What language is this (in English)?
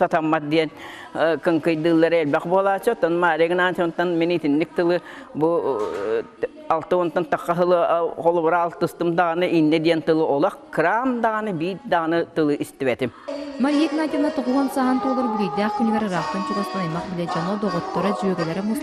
Yakut